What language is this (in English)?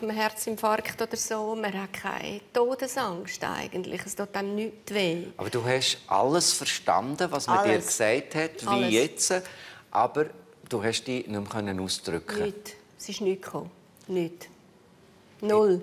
Swiss German